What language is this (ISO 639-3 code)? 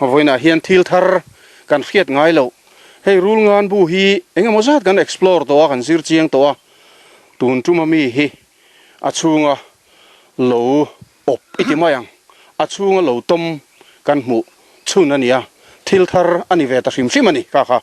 lus